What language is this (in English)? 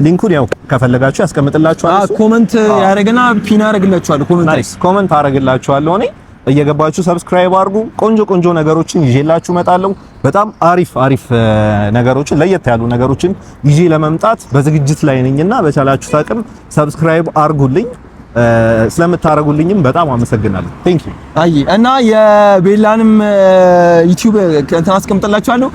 Amharic